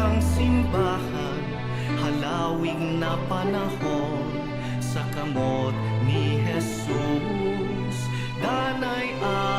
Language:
Bikol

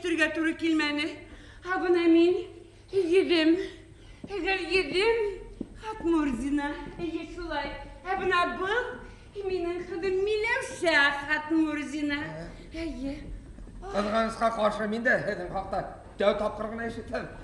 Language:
Bashkir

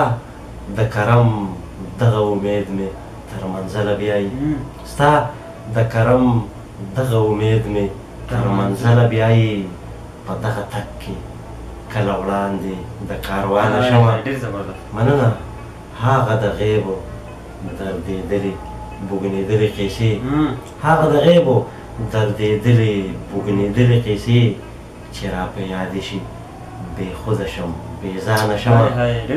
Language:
Pashto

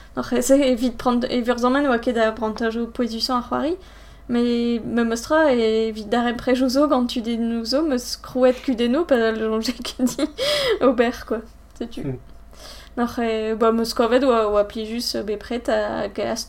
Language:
Breton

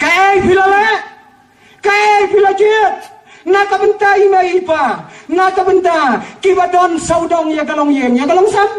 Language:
Khasi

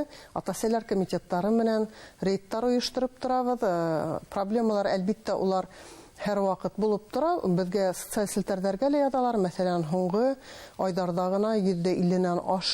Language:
Bashkir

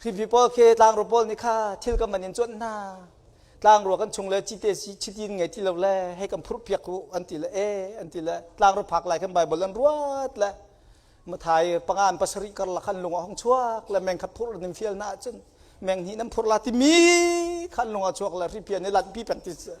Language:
Hakha Chin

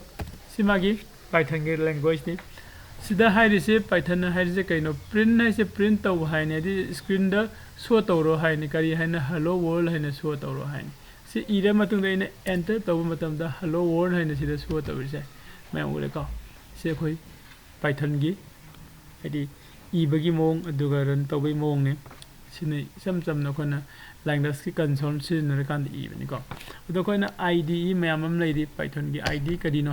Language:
Manipuri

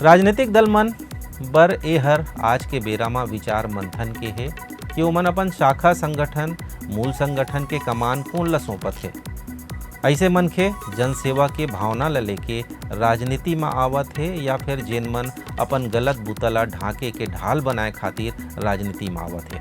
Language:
Chhattisgarhi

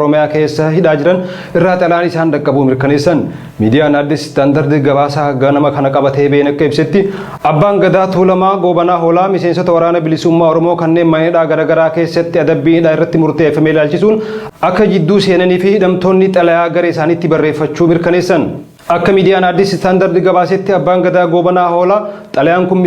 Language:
Oromo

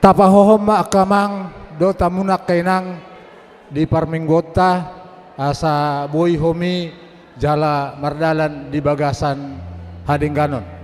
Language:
Batak Toba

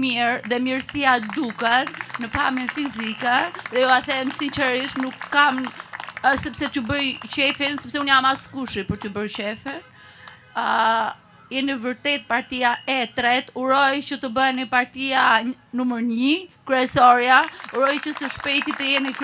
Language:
Albanian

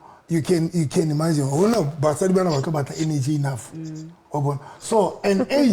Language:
Southern Sotho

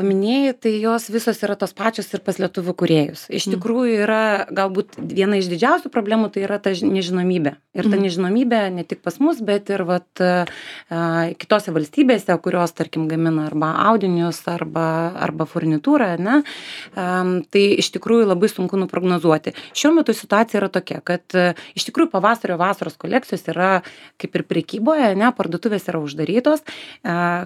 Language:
Lithuanian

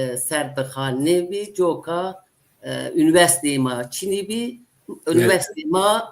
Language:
Zaza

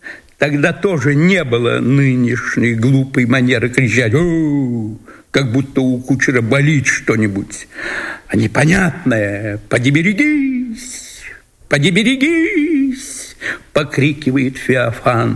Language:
Russian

